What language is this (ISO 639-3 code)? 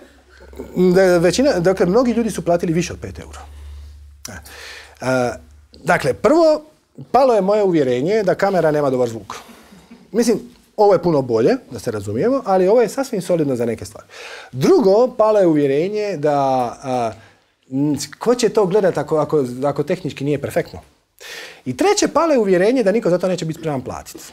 hrv